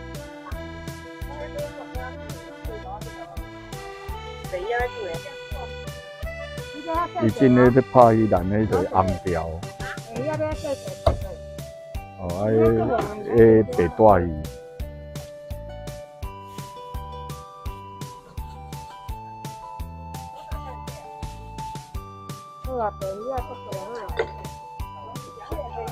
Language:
Min Nan Chinese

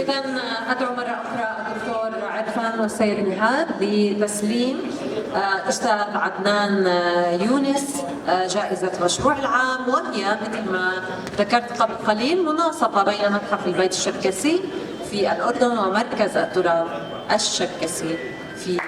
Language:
North Levantine Arabic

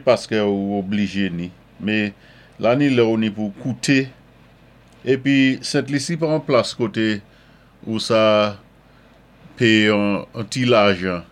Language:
Saint Lucian Creole French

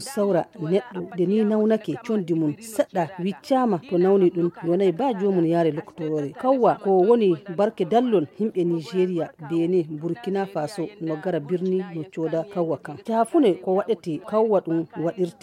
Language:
Nigerian Fulfulde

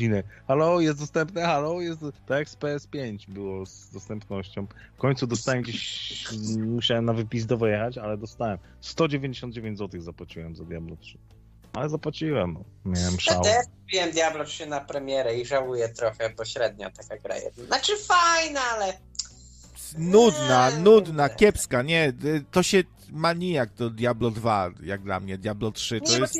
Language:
Polish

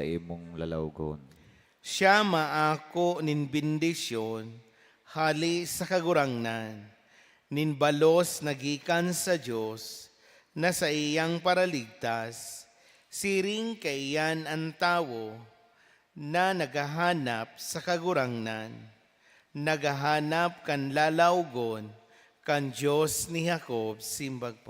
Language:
Bikol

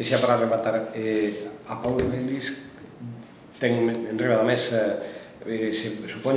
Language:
Galician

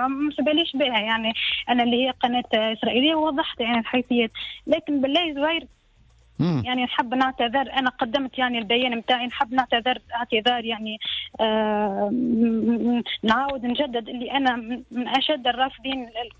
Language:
Tunisian Arabic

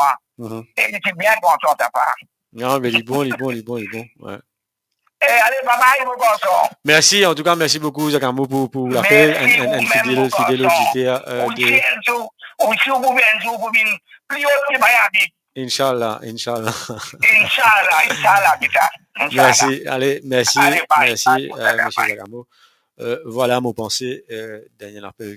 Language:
Morisyen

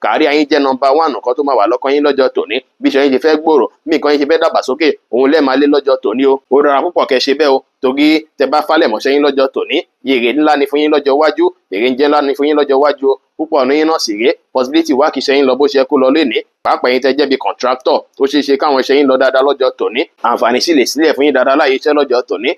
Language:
Yoruba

